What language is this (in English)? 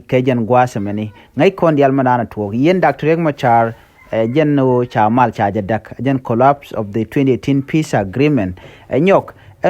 Nuer